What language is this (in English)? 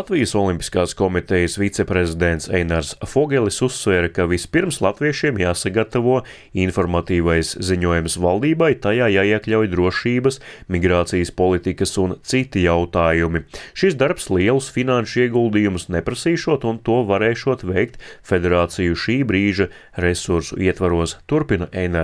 Latvian